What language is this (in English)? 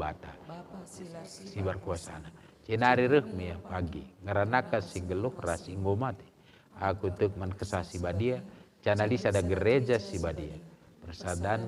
Batak Karo